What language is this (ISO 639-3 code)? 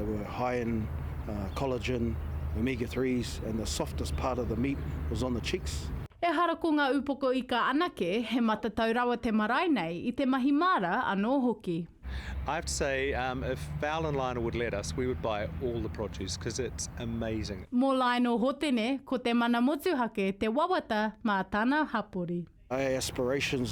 mri